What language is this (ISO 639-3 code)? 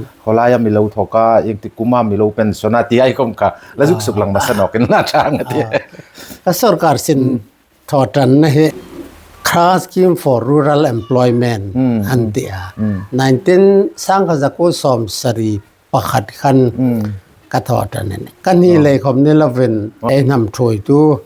hmr